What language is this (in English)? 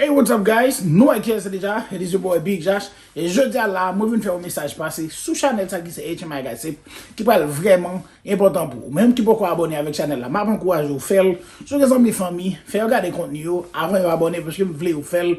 Haitian Creole